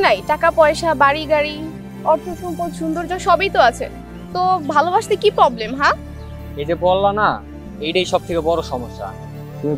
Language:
Bangla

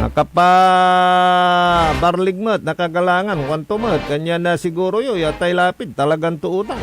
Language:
Pangasinan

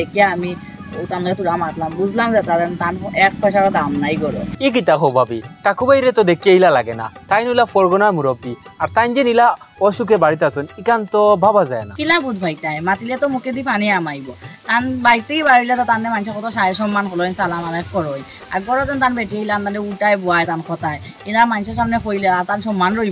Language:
Sylheti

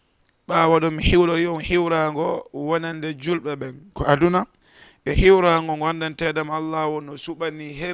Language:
Fula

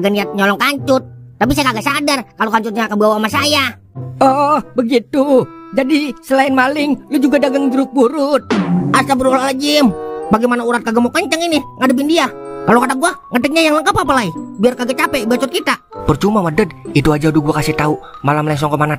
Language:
Betawi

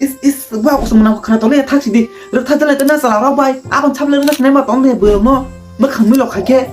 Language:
Kok Borok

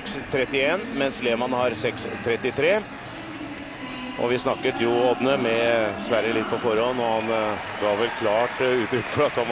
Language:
Norwegian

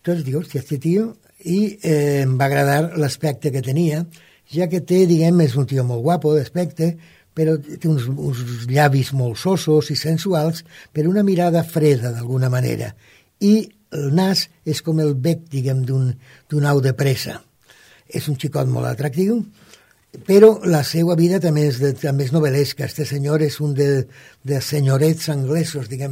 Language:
Catalan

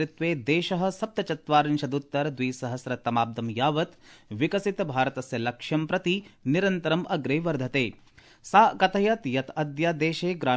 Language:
Sanskrit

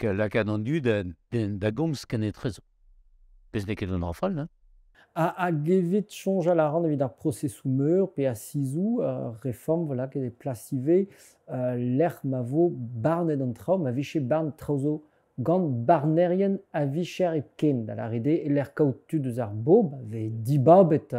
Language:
Breton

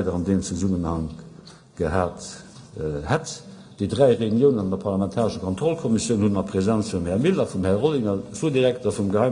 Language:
Luxembourgish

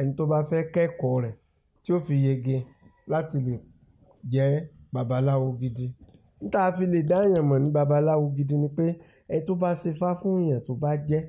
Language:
Yoruba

